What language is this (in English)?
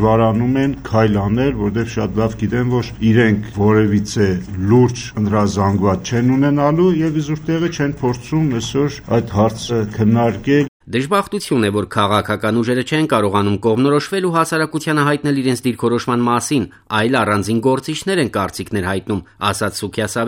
Armenian